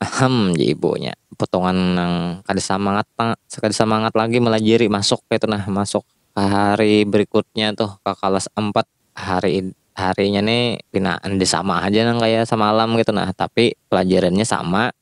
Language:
Banjar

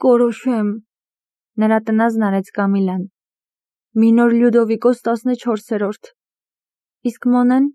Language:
Armenian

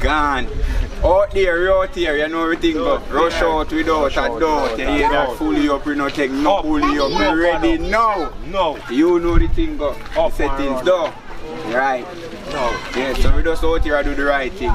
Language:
Jamaican Creole English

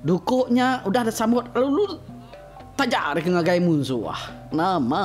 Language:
Iban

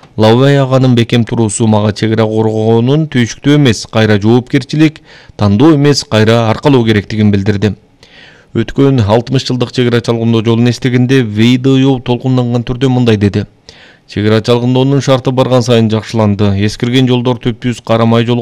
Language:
Kyrgyz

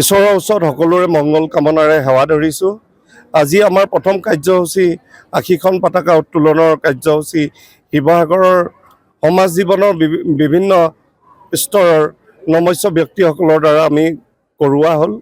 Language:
Assamese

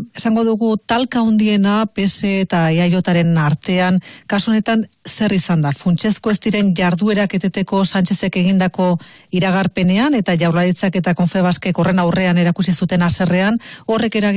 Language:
Basque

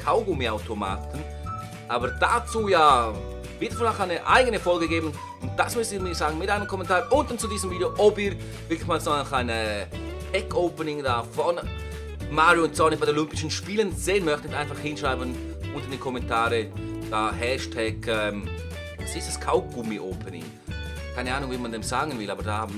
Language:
Swiss German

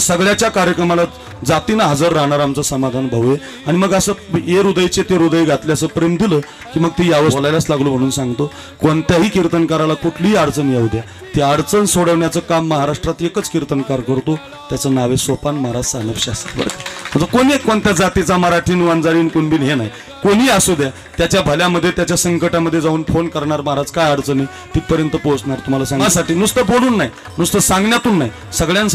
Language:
Marathi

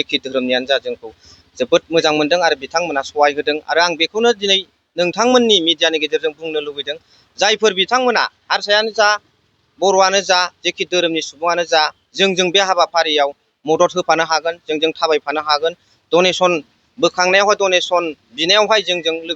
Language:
Bodo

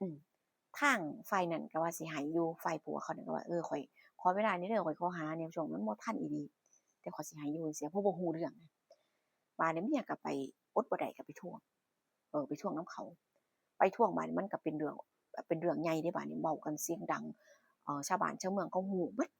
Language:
Northeastern Thai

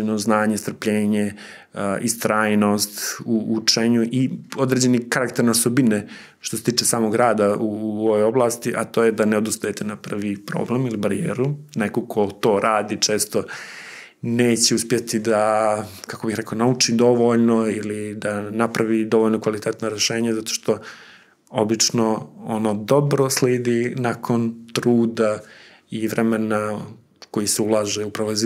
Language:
Serbian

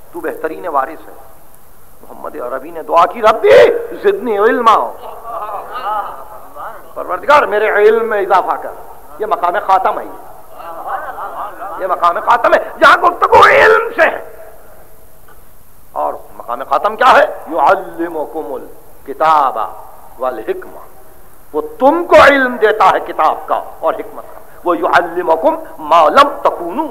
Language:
Urdu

